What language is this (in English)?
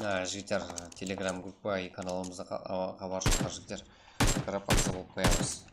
Kara-Kalpak